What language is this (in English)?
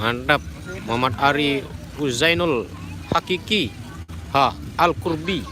Sasak